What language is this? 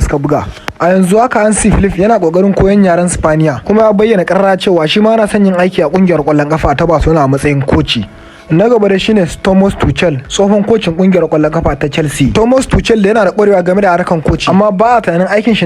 Hausa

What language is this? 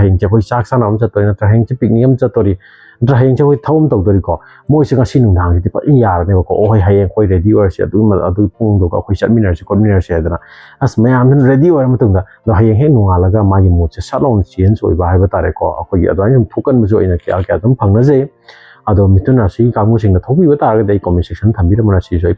Manipuri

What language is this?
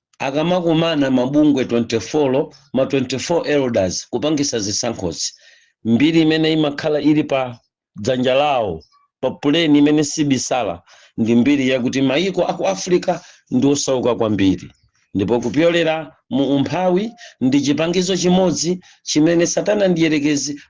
Nyanja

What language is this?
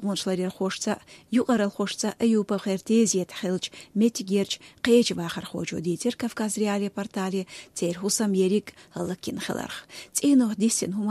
Chechen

